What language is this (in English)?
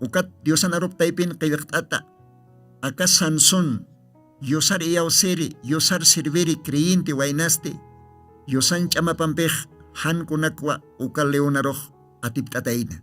Aymara